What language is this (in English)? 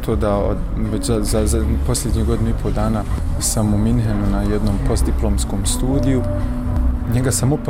Bosnian